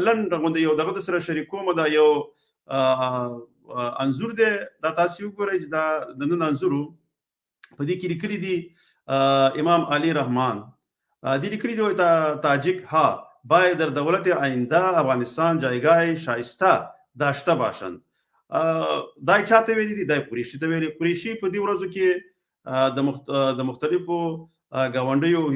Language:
Pashto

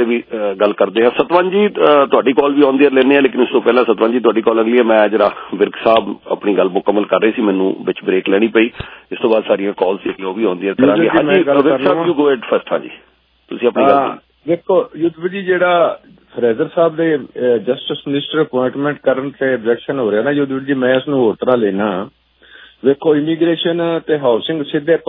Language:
Punjabi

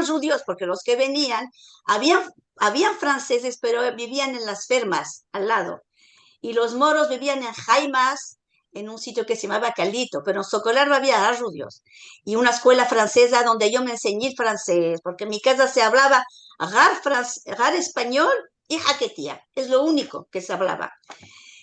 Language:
Ladino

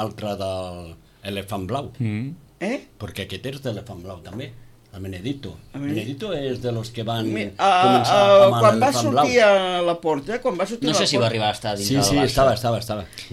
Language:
Catalan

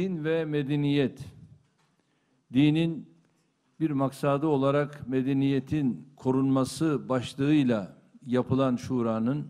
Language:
Turkish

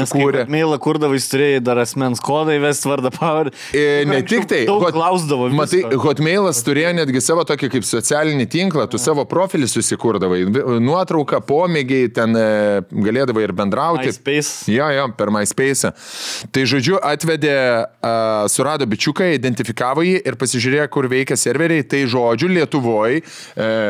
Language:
Lithuanian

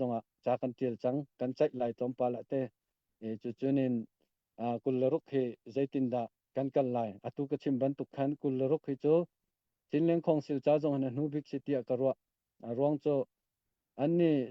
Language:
Hakha Chin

